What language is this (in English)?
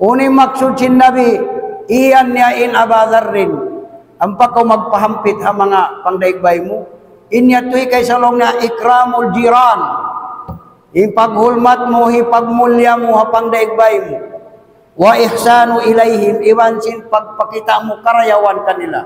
Tausug